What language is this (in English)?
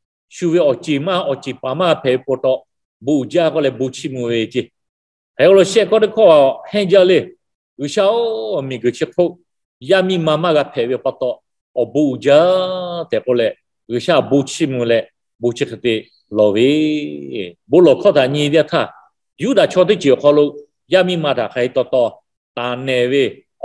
Lahu